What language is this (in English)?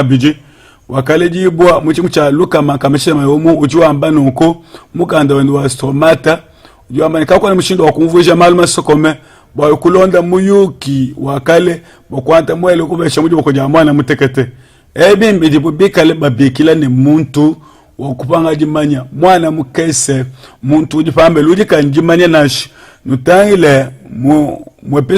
Luba-Lulua